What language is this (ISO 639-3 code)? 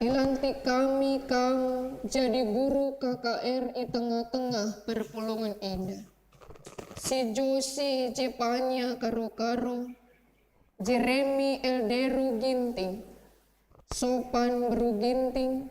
btx